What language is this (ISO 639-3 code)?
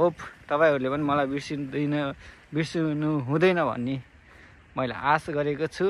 nep